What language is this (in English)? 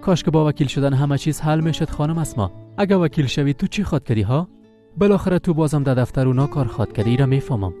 Persian